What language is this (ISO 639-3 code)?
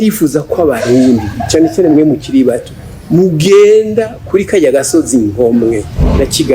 run